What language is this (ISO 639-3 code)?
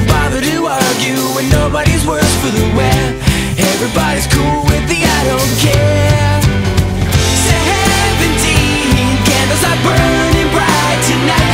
eng